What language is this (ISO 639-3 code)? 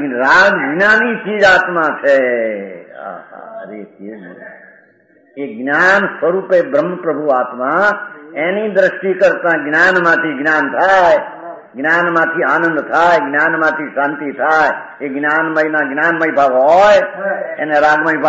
guj